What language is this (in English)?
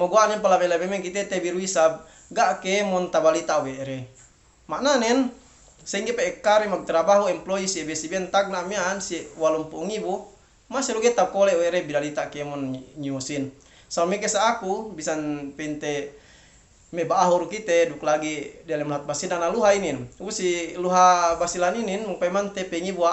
Yakan